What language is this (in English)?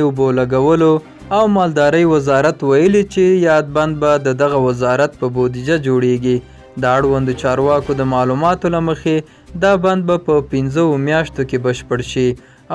Pashto